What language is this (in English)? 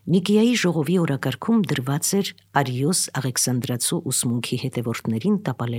Armenian